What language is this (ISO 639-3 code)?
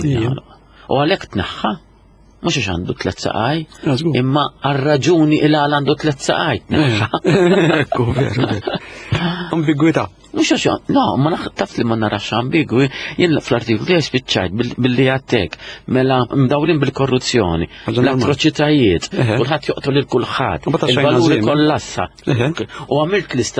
mlt